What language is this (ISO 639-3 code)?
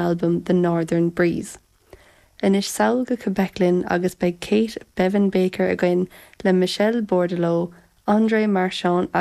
gle